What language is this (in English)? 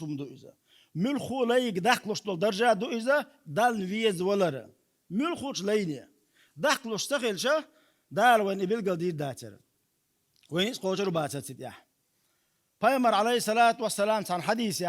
Chechen